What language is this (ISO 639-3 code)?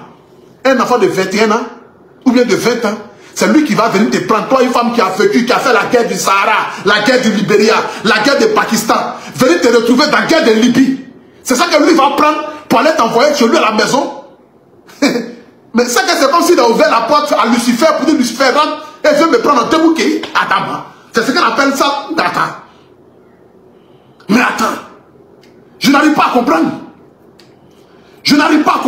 fra